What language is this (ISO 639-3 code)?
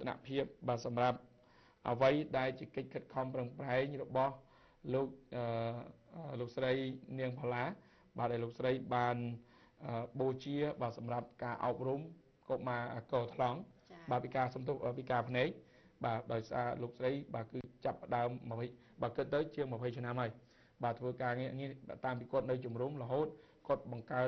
khm